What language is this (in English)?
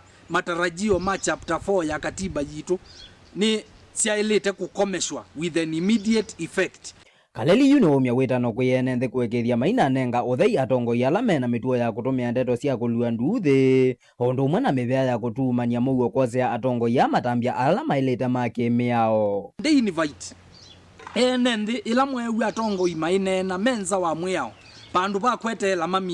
Kamba